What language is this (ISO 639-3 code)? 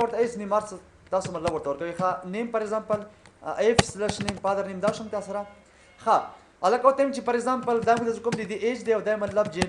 pus